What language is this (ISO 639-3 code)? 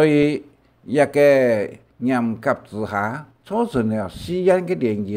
hak